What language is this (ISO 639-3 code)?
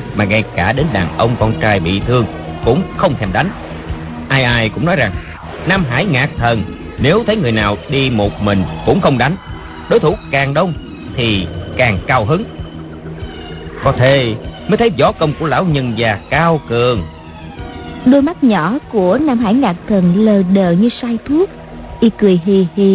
vie